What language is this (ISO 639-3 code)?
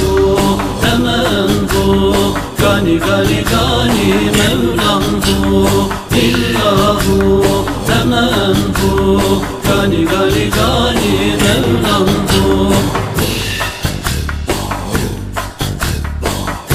tur